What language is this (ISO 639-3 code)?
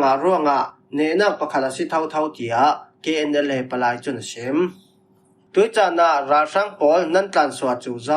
cfm